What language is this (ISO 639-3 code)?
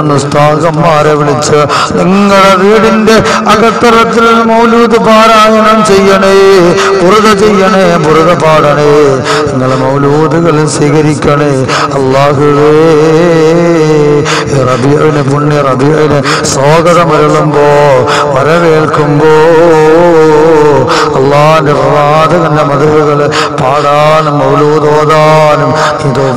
mal